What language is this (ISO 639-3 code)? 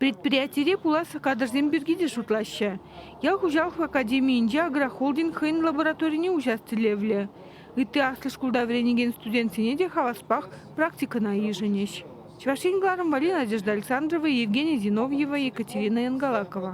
chv